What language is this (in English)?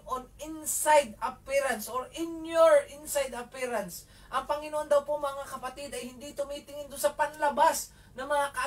Filipino